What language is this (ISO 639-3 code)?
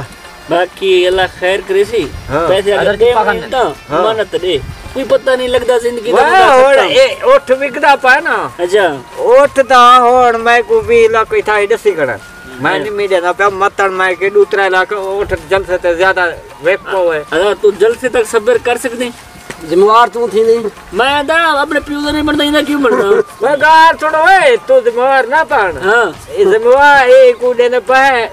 skr